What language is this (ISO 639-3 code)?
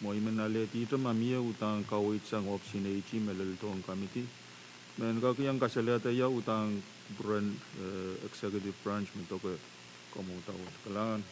pon